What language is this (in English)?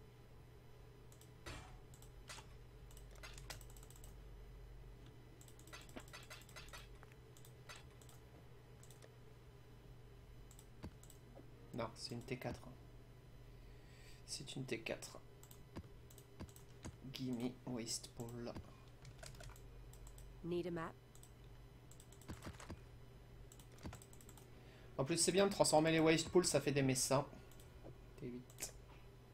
French